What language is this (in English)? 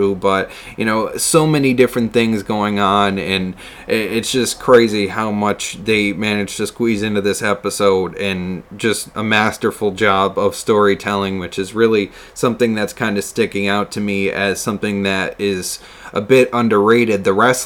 English